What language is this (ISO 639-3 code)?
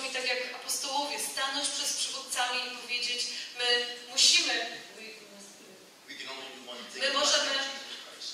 pol